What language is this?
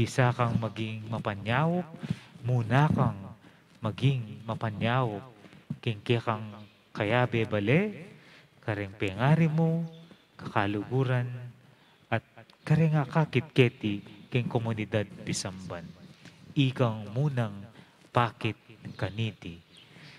Pampanga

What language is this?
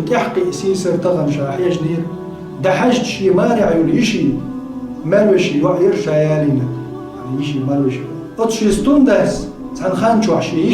Chechen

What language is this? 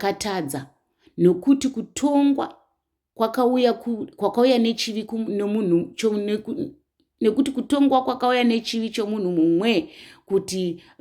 Shona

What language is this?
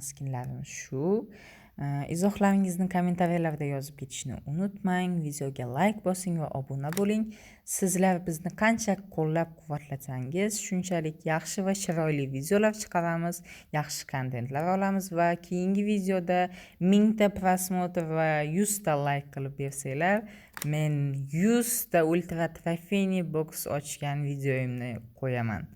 Uzbek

